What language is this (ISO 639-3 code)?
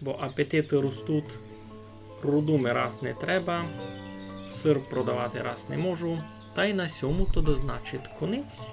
rue